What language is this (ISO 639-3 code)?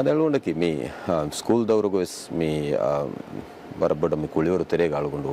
div